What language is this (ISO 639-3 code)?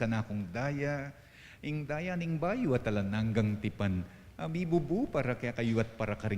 pam